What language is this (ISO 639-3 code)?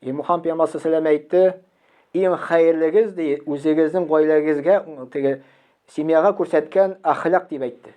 tat